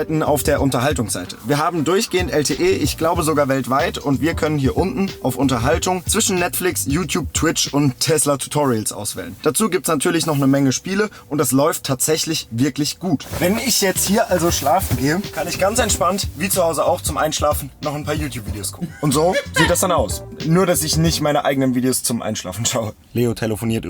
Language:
Swiss German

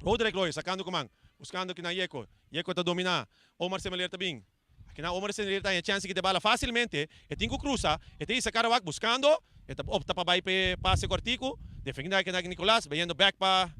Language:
Papiamento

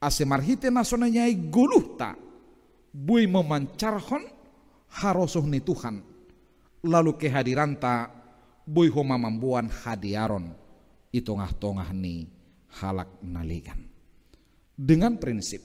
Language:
Batak Simalungun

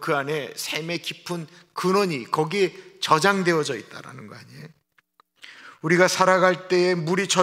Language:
Korean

